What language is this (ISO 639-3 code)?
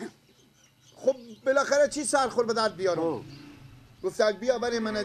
fas